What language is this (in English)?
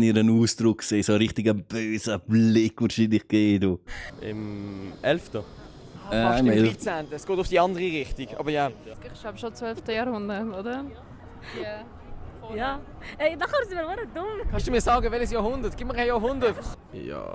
Swiss German